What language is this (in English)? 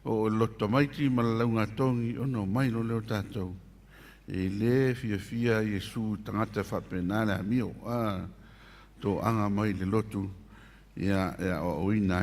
Samoan